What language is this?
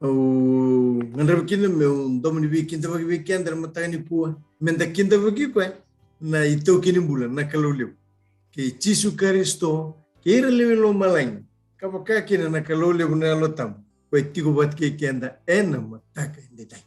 Fijian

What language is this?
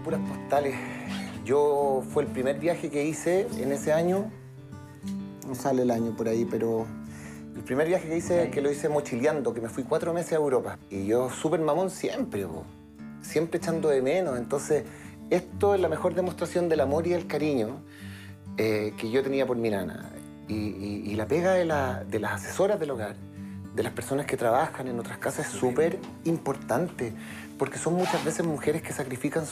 Spanish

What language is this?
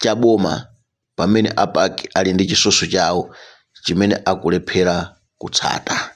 Nyanja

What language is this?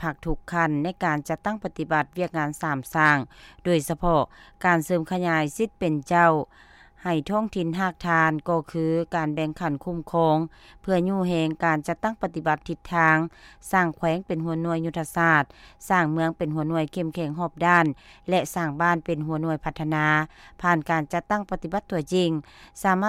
Lao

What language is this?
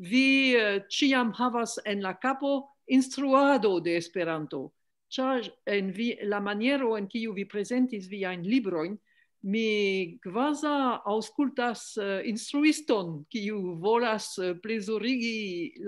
Esperanto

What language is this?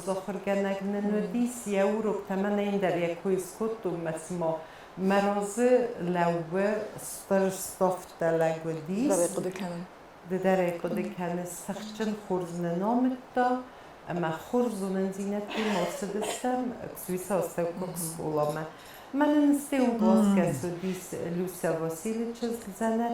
Ossetic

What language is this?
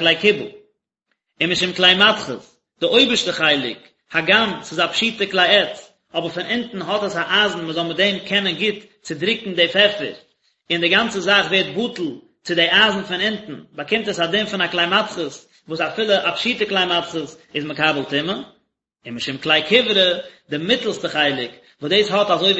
Yiddish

